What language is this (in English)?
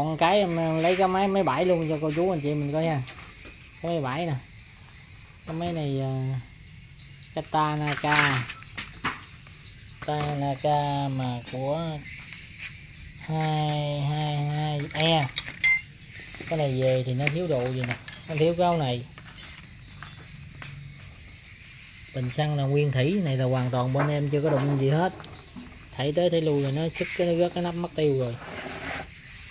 Vietnamese